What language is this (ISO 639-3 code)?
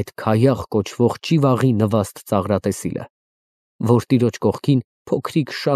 hye